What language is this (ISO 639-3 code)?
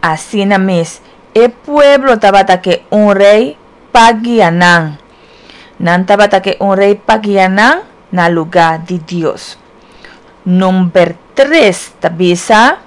pap